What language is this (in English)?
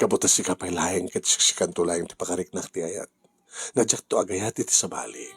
Iloko